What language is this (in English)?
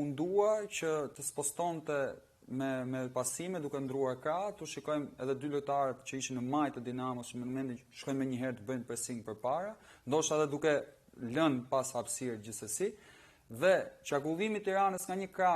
Albanian